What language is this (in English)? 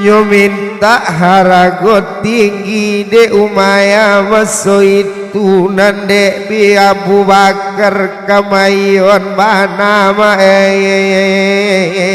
Minangkabau